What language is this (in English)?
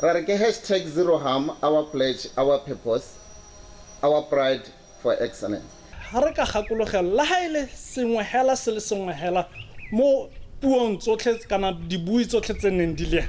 Tswana